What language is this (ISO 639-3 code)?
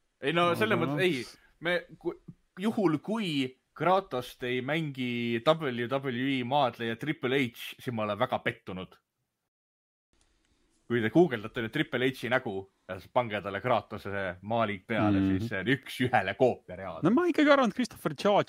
est